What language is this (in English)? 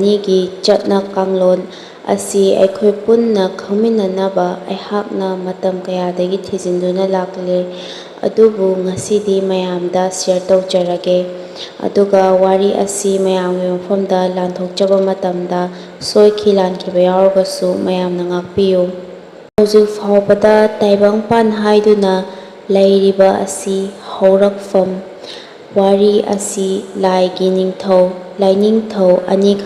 Manipuri